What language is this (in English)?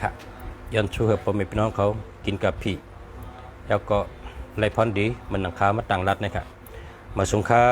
Shan